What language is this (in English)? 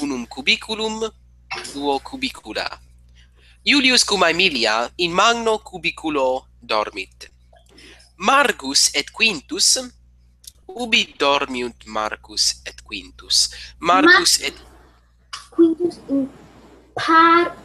Latin